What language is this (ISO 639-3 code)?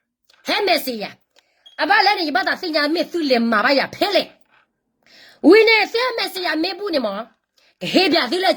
ksw